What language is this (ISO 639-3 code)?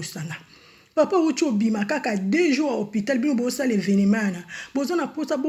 lin